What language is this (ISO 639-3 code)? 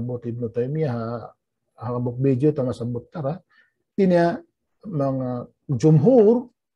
tsg